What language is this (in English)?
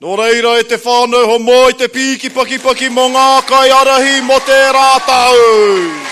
Māori